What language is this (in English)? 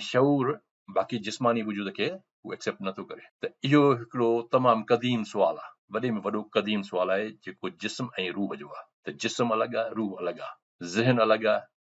Sindhi